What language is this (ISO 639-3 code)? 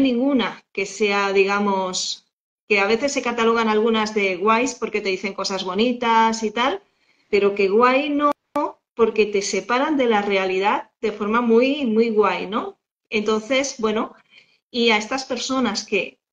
spa